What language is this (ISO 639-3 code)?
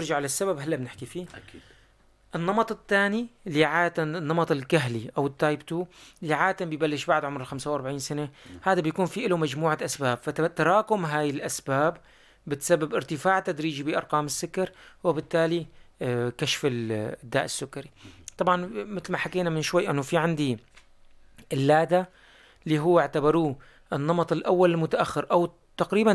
apc